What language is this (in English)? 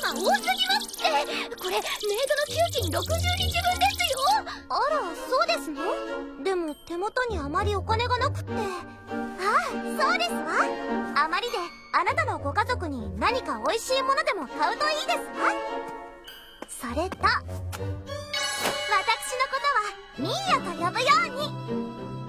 Japanese